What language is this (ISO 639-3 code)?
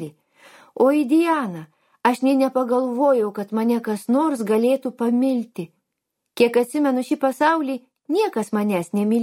lit